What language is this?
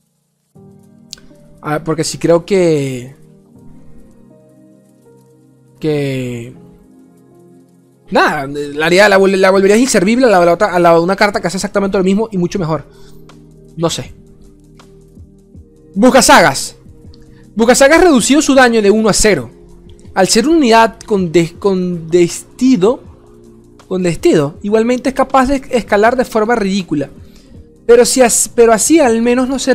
Spanish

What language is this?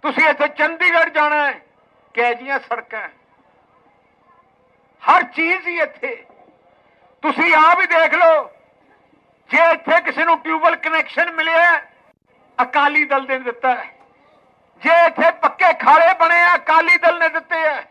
Punjabi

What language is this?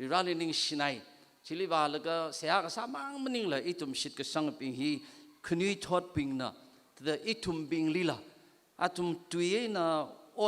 Tangkhul Naga (India)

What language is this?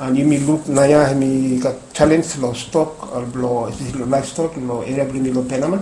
Bislama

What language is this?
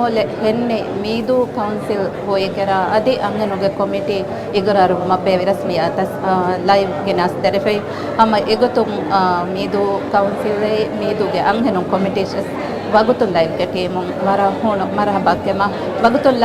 Divehi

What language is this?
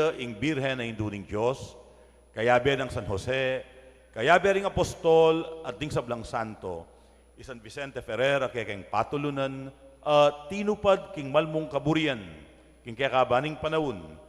Pampanga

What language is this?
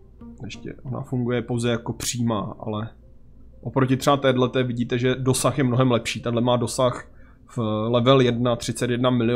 Czech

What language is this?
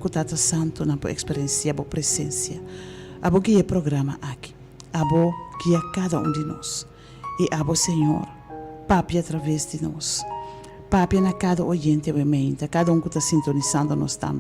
Papiamento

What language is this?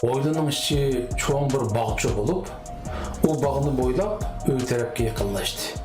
Uyghur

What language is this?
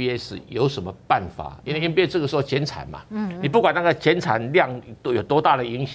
Chinese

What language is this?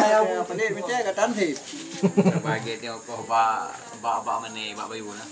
Achinese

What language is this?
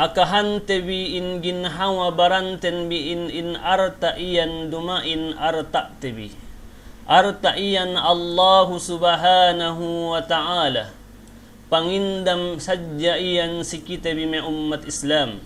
Yakan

